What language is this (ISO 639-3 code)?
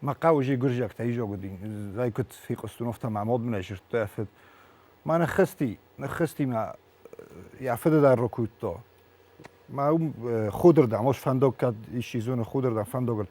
oss